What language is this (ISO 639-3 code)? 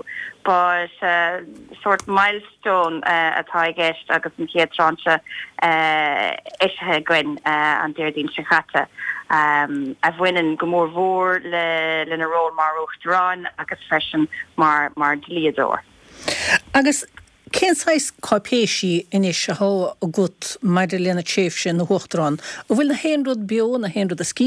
gle